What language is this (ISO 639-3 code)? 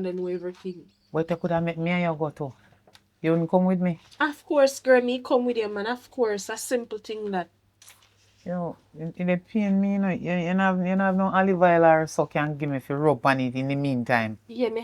jam